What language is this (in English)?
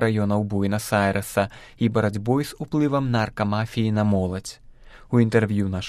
Belarusian